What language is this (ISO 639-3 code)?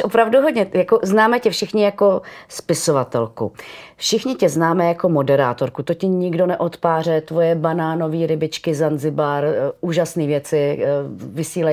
ces